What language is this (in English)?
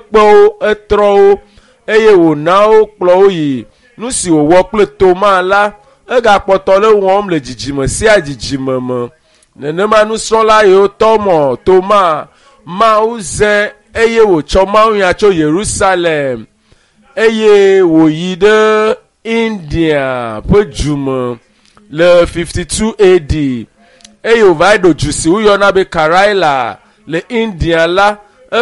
Ewe